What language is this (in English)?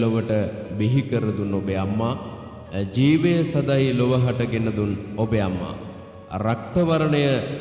Sinhala